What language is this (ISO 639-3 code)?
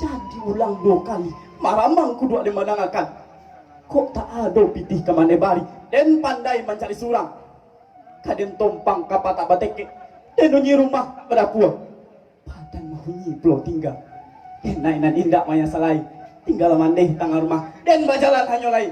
min